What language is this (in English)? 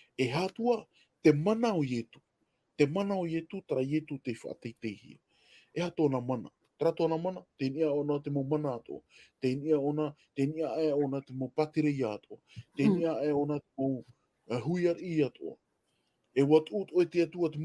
Tahitian